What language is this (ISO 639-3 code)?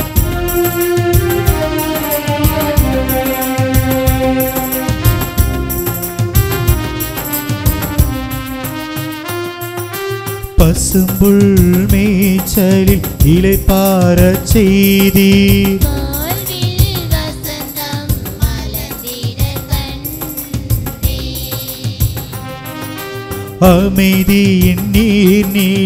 tam